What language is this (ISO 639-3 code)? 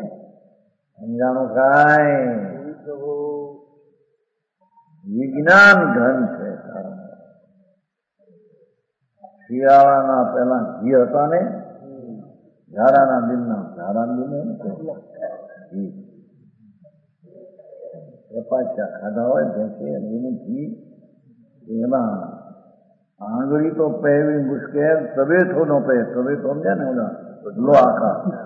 guj